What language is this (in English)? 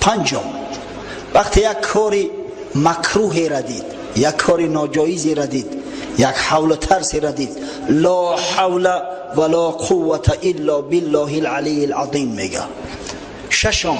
Tajik